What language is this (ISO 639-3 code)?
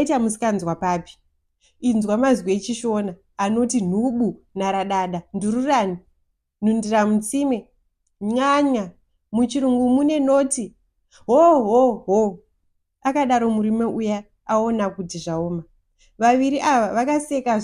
sna